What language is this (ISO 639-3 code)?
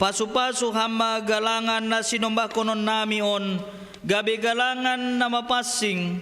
bts